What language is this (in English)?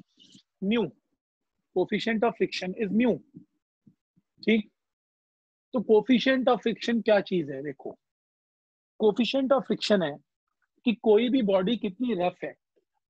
Hindi